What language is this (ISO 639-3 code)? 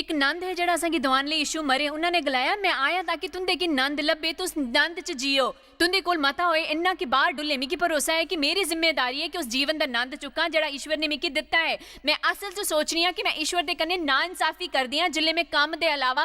doi